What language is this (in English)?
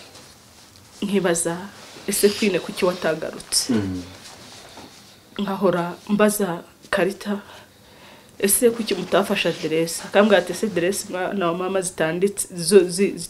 Kinyarwanda